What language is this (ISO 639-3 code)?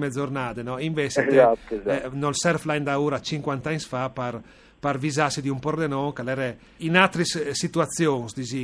fur